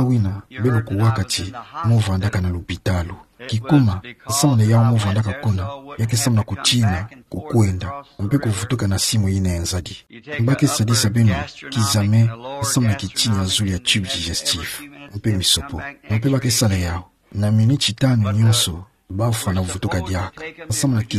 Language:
Kituba (Democratic Republic of Congo)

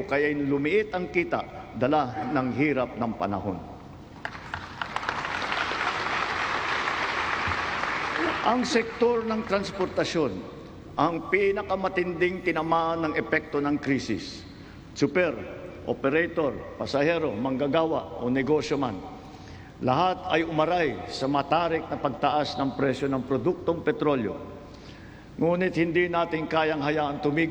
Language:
Filipino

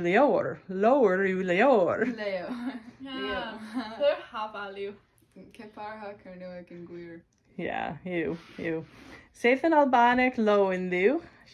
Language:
Cornish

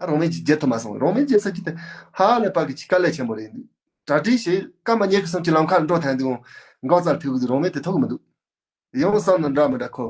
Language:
Tibetan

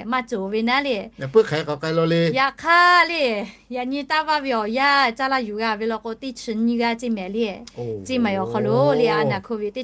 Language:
Lahu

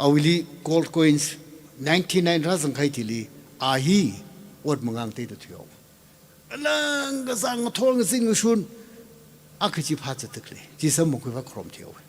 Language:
Tangkhul Naga (India)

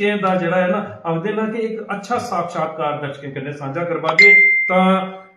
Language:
Dogri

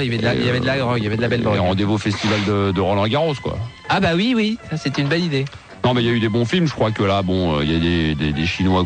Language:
French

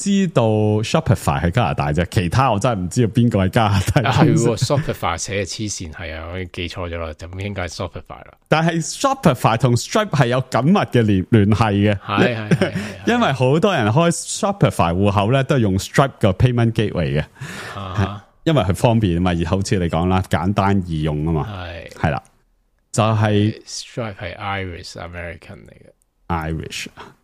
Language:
Cantonese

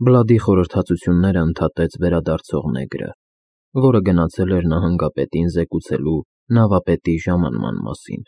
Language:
Armenian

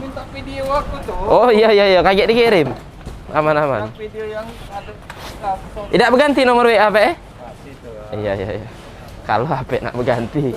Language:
Musi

